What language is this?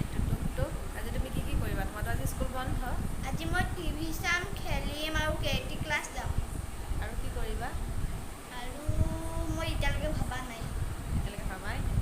Assamese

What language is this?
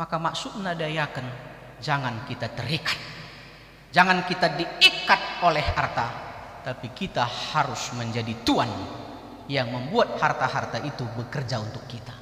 Batak Karo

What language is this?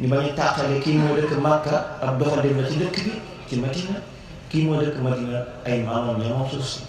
Wolof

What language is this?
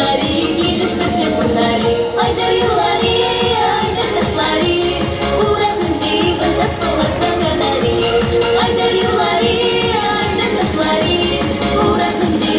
Chuvash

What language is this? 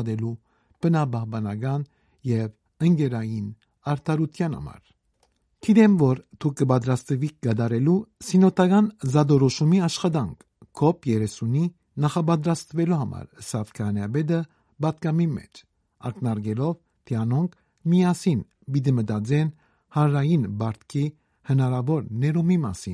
Western Armenian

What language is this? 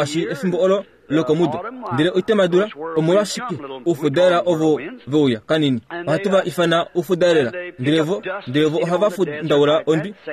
Kuanyama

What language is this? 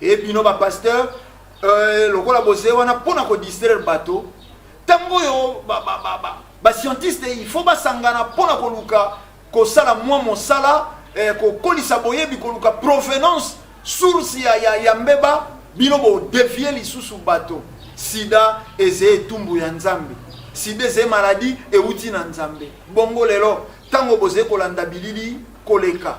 Lingala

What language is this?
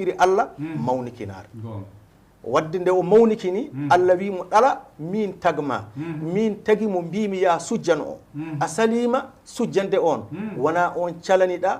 Fula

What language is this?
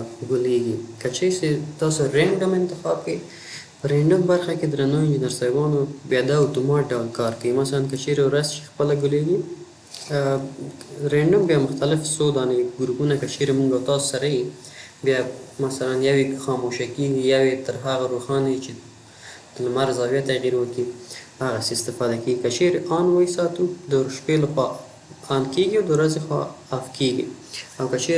Pashto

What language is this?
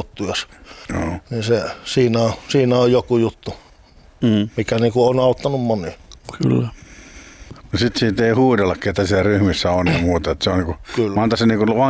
Finnish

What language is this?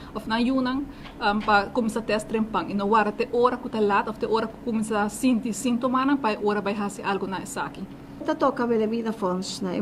Papiamento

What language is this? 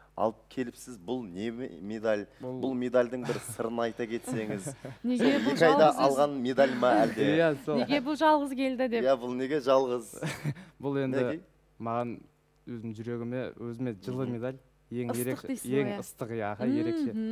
Kazakh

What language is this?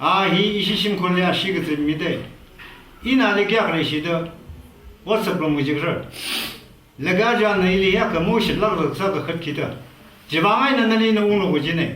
Tangkhul Naga (India)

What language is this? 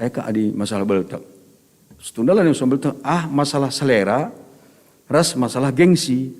Batak Karo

